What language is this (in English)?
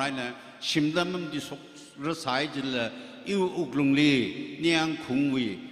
Tangkhul Naga (India)